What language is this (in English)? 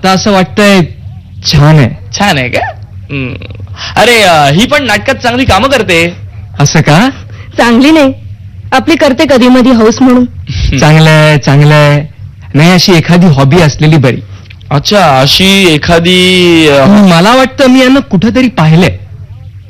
Marathi